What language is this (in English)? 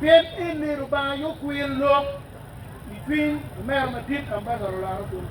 Acoli